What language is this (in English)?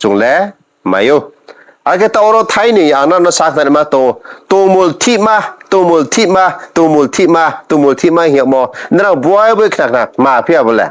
Riang (India)